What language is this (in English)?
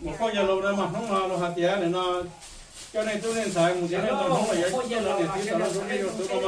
Hmong